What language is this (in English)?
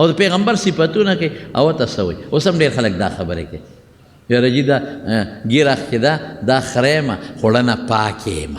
Pashto